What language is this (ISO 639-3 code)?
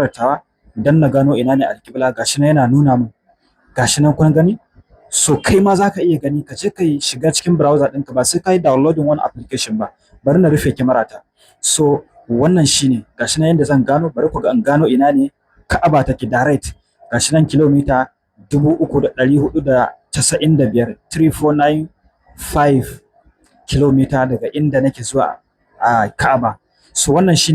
hau